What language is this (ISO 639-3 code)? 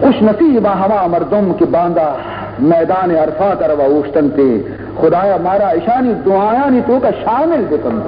bal